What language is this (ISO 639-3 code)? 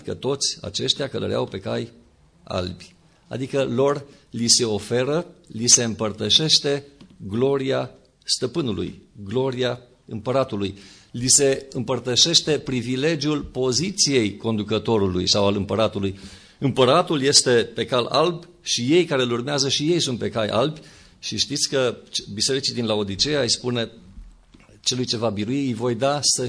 ron